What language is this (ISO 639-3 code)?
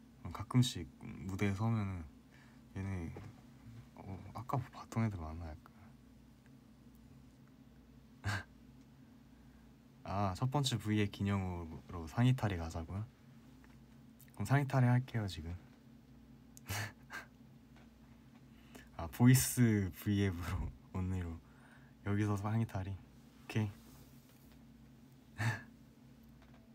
kor